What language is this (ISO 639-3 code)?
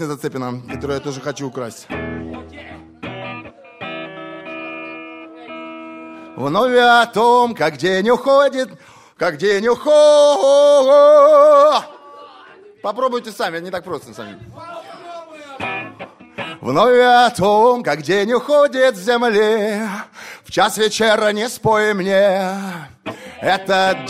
rus